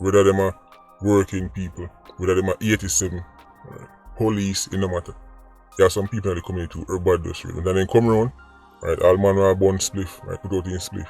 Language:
Jamaican Creole English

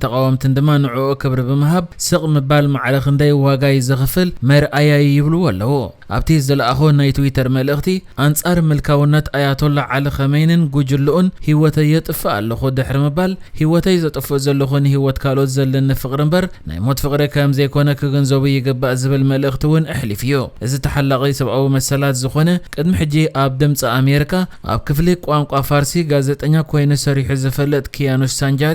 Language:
Tigrinya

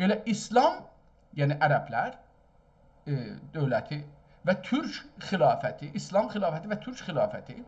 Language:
South Azerbaijani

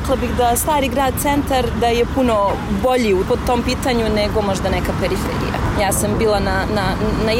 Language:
Croatian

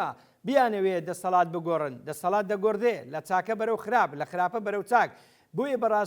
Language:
Central Kurdish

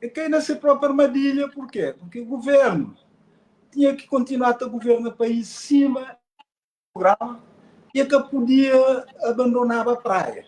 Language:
Kabuverdianu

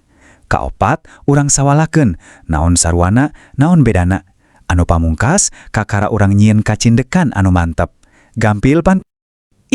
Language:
Sundanese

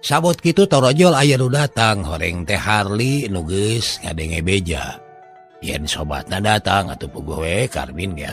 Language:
Sundanese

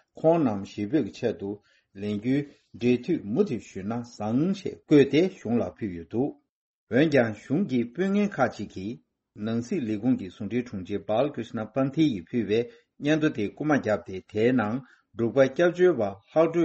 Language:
Tibetan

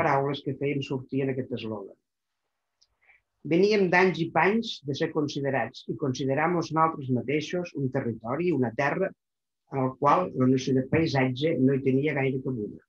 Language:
Catalan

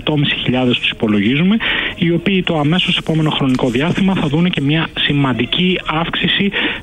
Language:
Greek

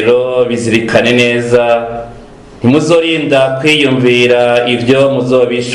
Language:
Rundi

